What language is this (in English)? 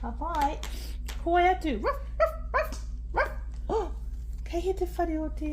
Māori